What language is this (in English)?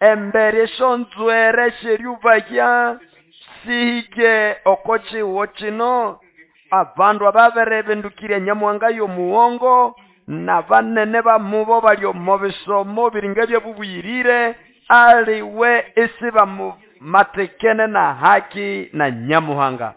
Nande